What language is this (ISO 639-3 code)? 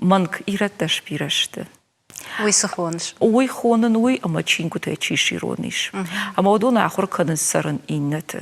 oss